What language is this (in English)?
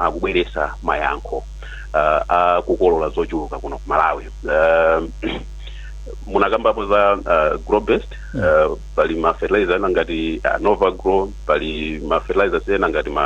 Nyanja